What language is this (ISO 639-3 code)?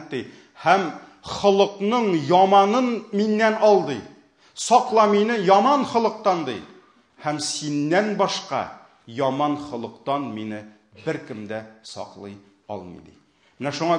tat